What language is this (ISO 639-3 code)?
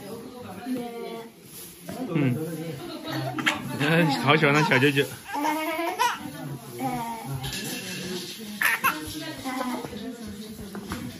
zho